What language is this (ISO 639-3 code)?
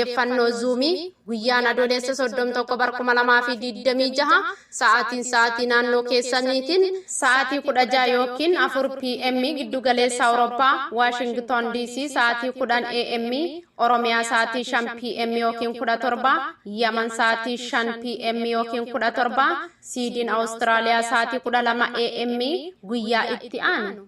orm